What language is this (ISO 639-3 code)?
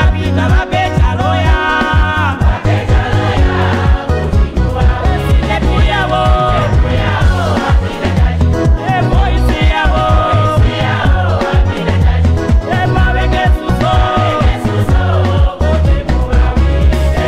nya